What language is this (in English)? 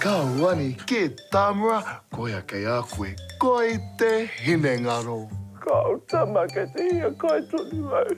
Māori